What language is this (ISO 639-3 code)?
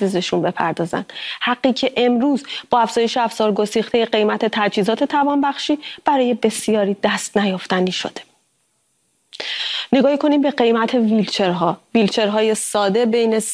fas